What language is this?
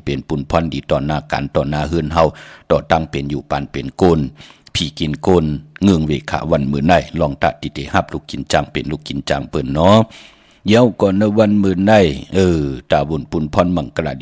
Shan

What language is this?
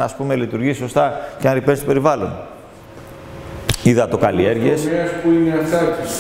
Greek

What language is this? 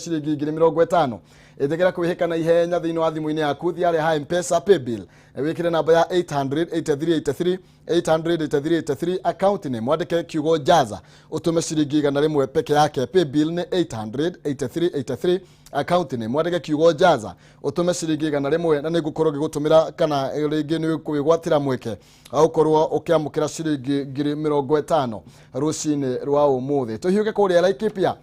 Kikuyu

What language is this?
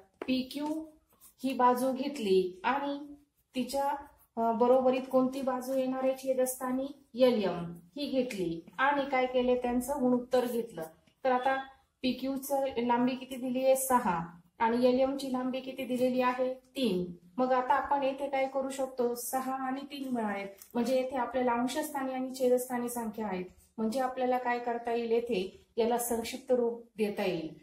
Marathi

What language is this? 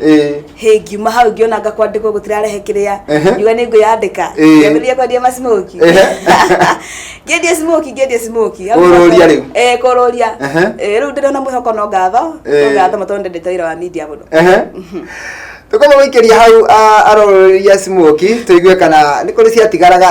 Kikuyu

